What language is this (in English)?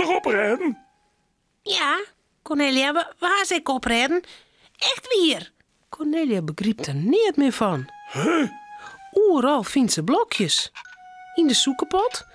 Western Frisian